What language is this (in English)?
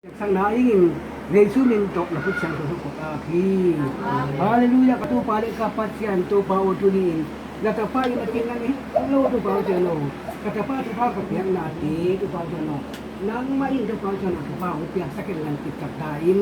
Tedim Chin